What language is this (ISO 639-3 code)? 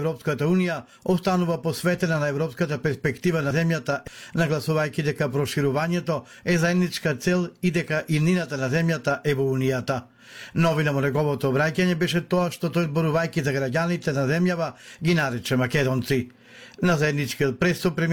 mkd